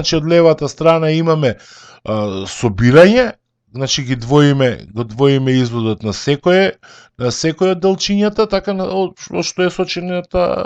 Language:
Macedonian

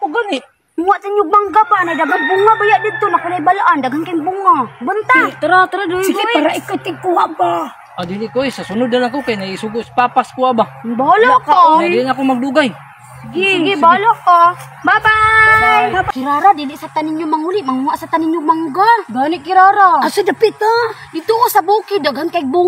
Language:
Cebuano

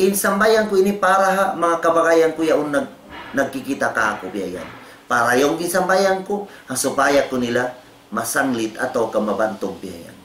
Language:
Tausug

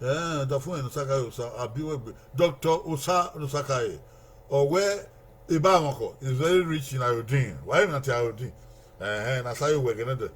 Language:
Bini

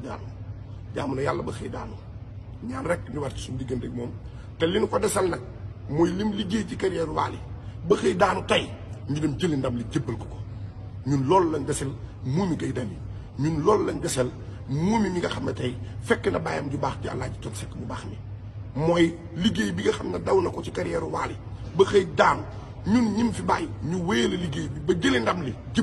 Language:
Wolof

